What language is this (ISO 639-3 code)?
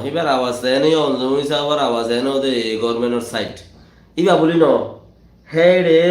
rhg